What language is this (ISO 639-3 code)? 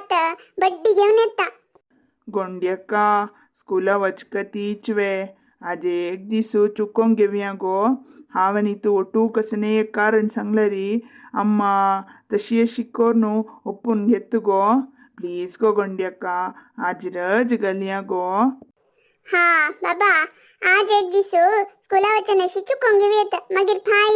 kok